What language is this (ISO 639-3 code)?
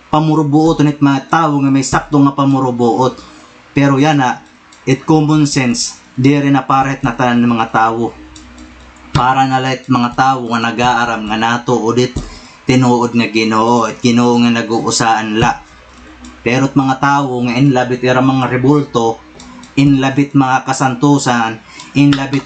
war